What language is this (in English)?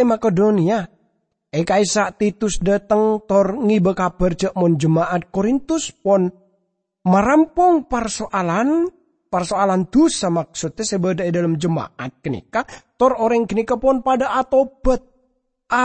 Madurese